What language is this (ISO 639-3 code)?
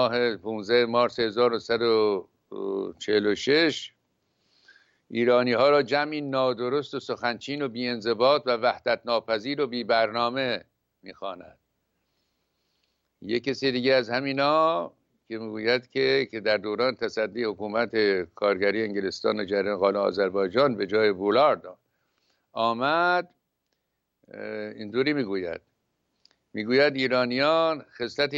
fas